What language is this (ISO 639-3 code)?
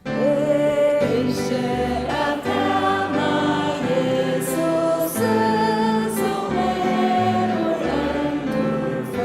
fao